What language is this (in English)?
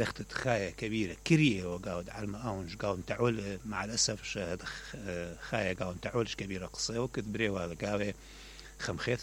Mesopotamian Arabic